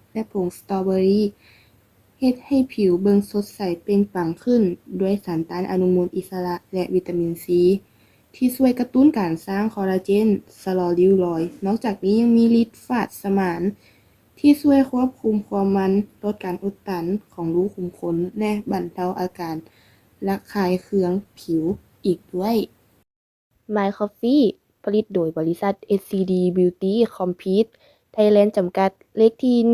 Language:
Lao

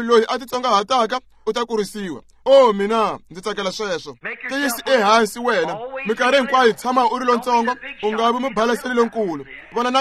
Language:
Tsonga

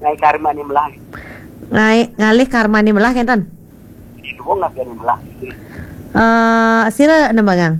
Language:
Balinese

